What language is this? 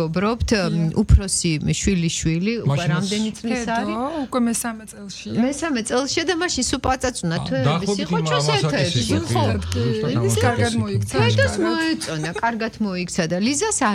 Georgian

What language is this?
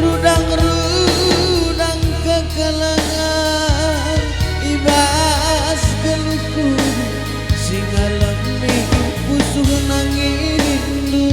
Batak Karo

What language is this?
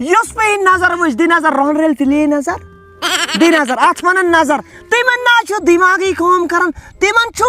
Kashmiri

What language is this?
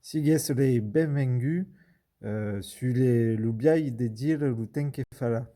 Occitan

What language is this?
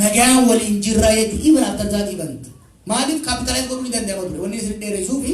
Oromo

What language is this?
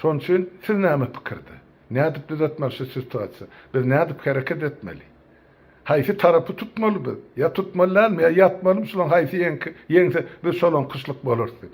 Turkmen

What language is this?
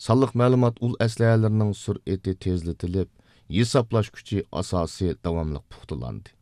Uyghur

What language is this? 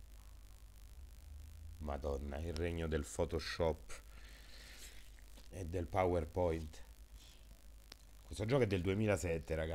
Italian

